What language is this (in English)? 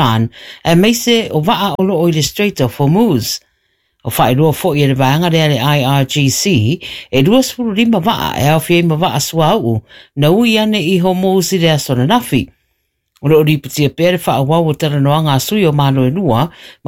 Samoan